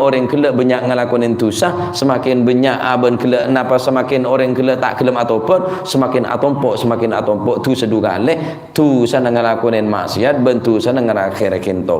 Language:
Madurese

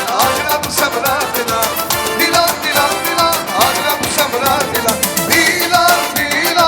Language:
Kurdish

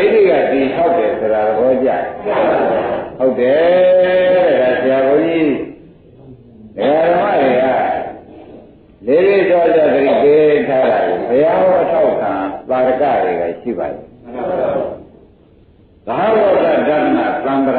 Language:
Burmese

